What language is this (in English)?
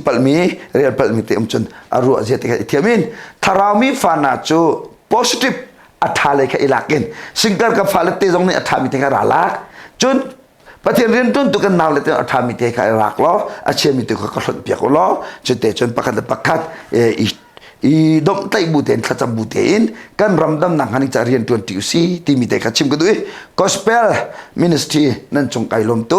Hakha Chin